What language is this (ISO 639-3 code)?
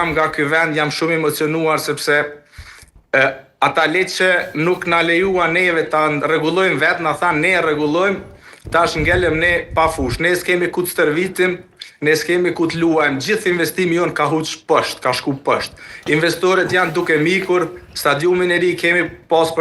sqi